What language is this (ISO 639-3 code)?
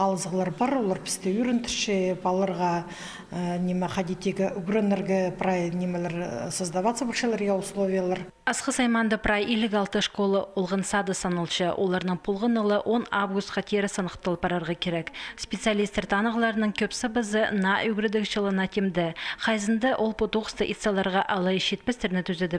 kjh